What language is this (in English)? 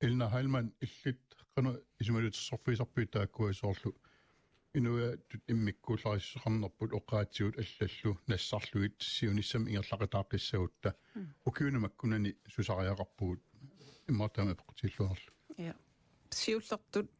Kalaallisut